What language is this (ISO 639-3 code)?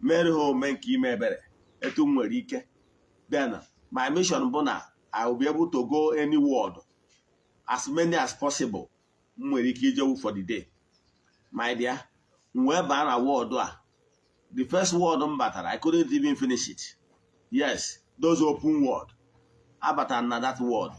ibo